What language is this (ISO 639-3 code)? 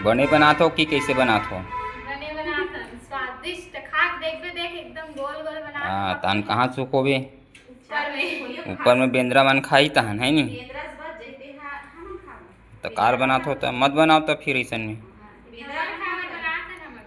hne